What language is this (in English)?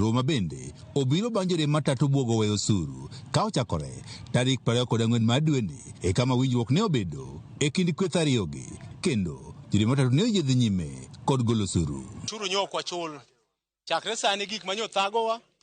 Luo (Kenya and Tanzania)